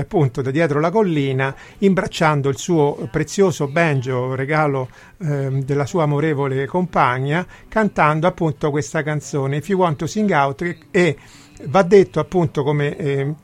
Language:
Italian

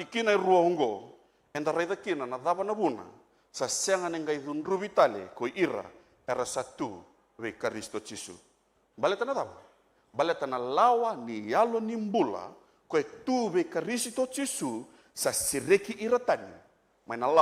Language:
Fijian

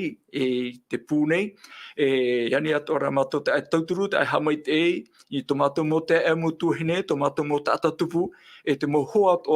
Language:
Tahitian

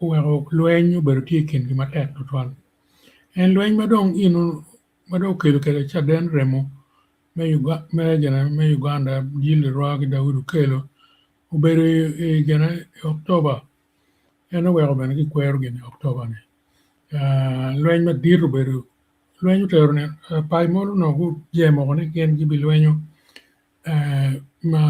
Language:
Acoli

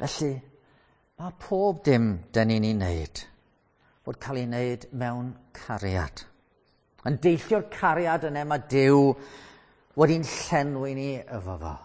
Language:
Welsh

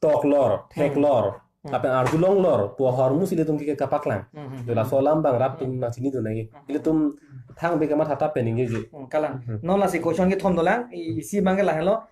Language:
Karbi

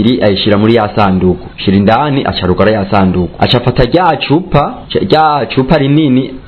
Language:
Rundi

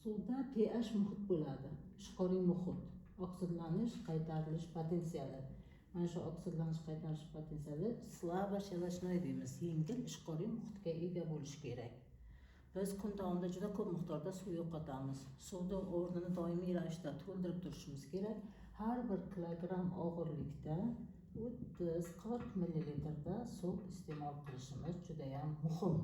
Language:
Uzbek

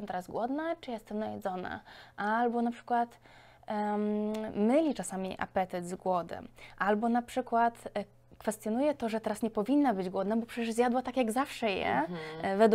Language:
Polish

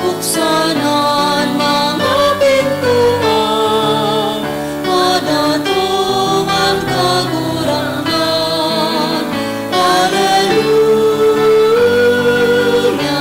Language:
Bikol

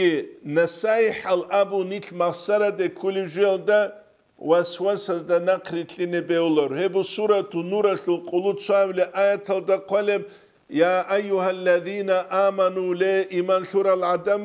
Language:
Avaric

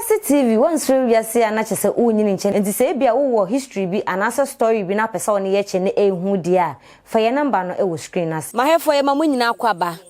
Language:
Akan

